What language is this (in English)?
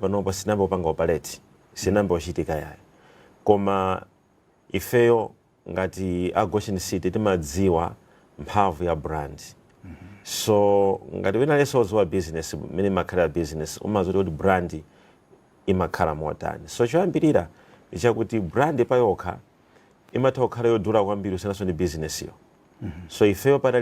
Nyanja